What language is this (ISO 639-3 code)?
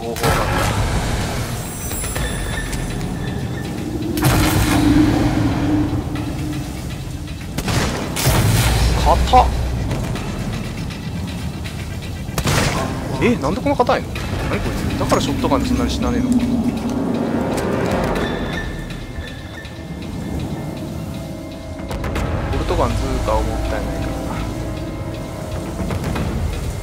jpn